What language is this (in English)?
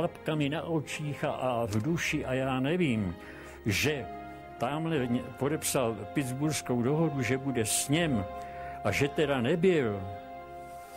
Czech